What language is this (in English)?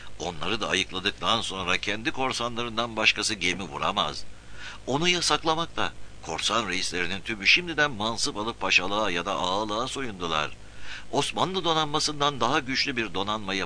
Turkish